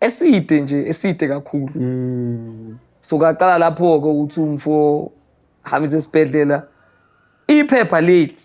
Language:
Zulu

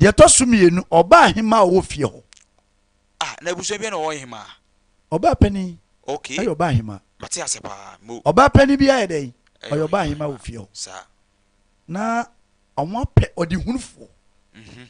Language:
Akan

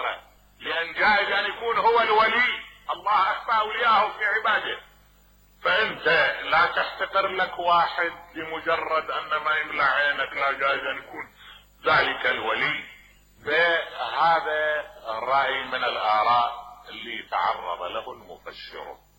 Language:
Mesopotamian Arabic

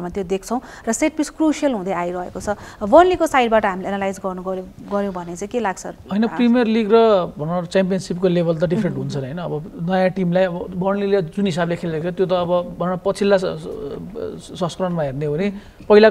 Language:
Nepali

